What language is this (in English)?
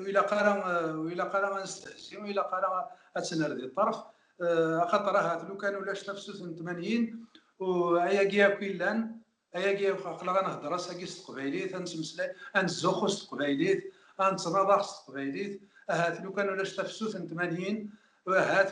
Kabyle